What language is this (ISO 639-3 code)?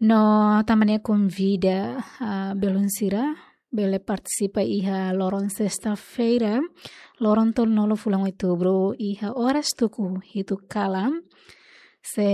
tet